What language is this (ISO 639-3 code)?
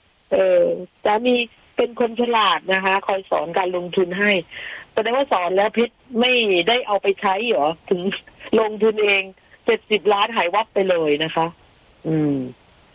tha